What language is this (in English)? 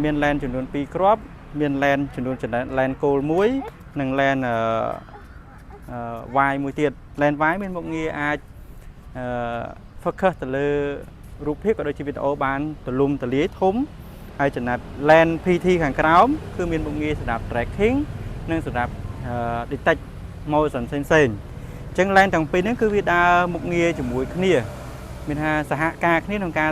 Khmer